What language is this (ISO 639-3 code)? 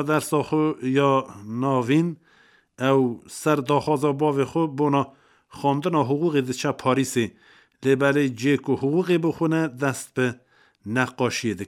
kur